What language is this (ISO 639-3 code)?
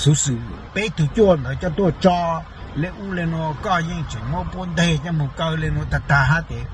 hmn